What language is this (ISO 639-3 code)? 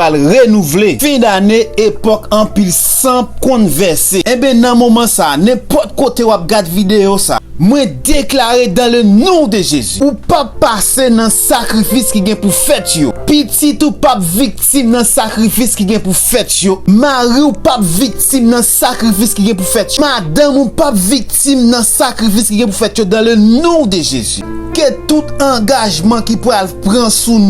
hat